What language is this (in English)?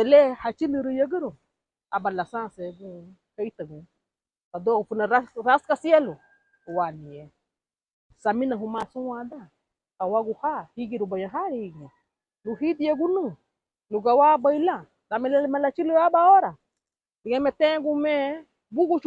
Garifuna